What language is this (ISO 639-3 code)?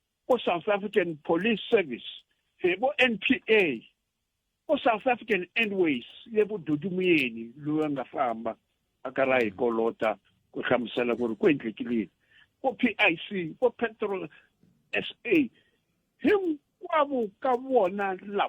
tso